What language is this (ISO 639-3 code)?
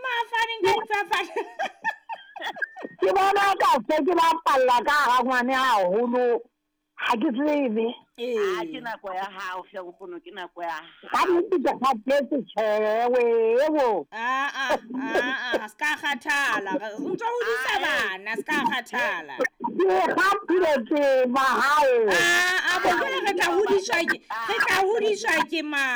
sot